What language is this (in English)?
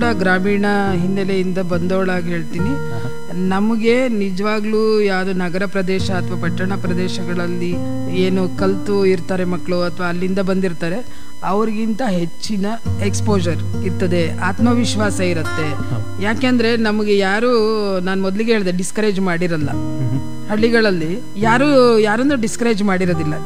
Kannada